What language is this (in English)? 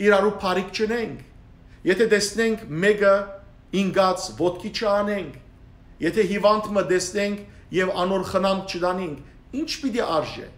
Western Armenian